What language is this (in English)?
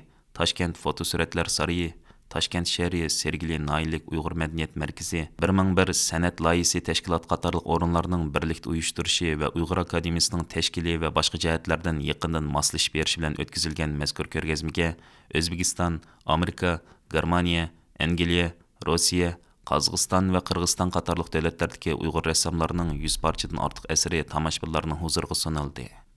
Uyghur